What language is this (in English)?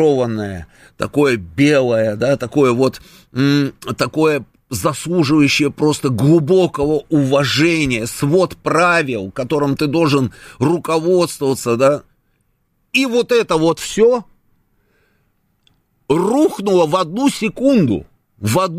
Russian